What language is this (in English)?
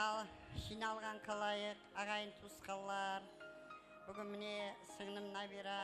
Kara-Kalpak